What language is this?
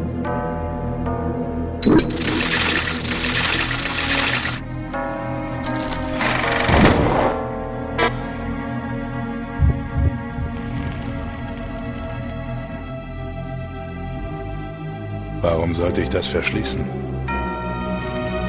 German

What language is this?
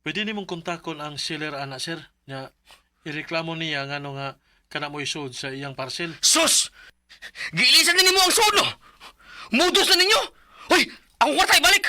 Cebuano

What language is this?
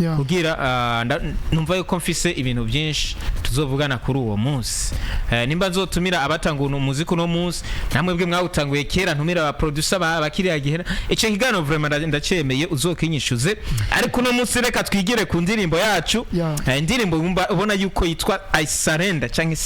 Rundi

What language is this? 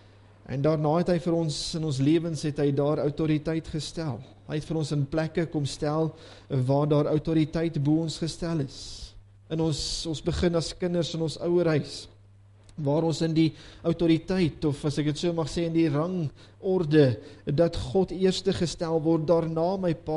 Afrikaans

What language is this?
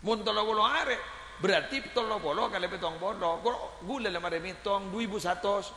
Madurese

